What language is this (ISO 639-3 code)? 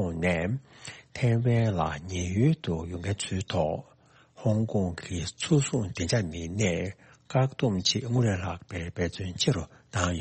bod